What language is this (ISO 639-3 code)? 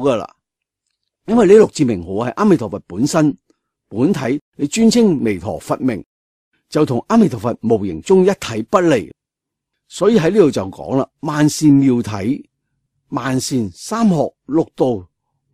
yue